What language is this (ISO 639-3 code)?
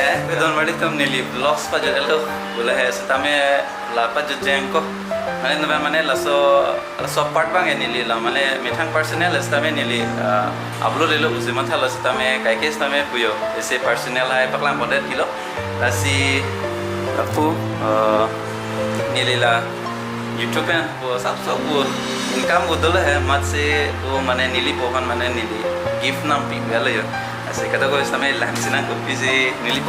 mjw